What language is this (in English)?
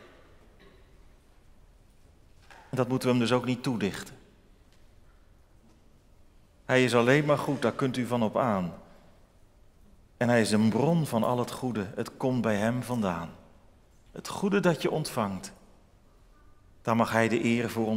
Dutch